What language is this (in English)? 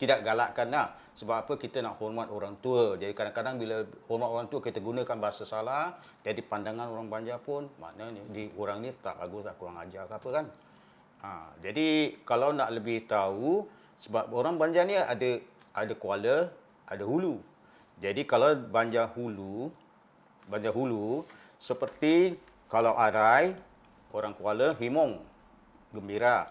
Banjar